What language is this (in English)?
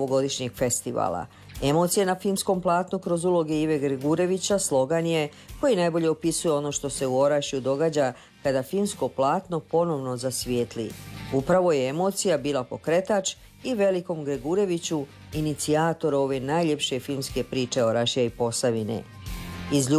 Croatian